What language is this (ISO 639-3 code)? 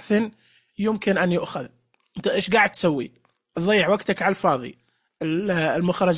ars